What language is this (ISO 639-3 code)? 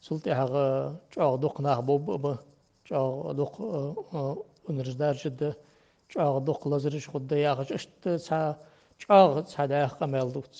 inh